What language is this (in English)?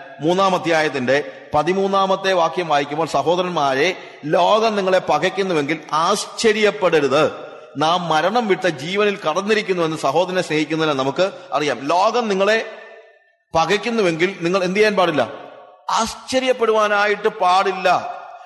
Malayalam